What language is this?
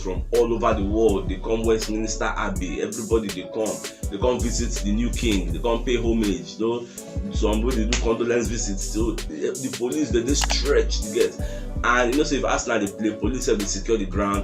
Nigerian Pidgin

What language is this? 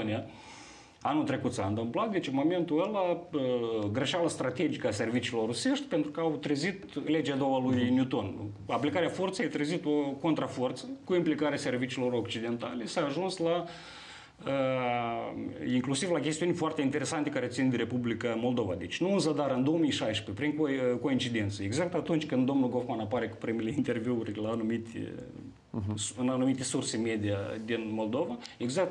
Romanian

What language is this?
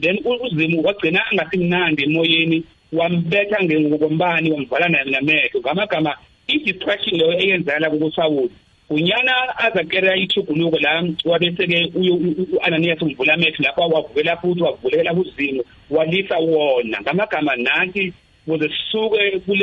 South Ndebele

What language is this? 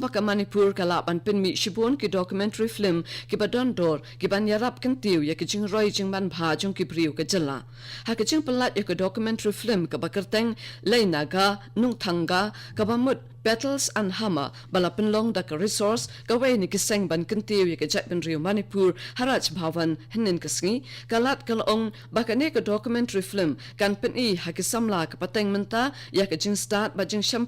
Khasi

